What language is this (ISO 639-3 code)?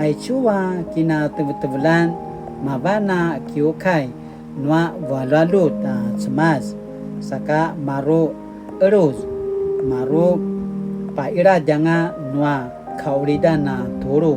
pwn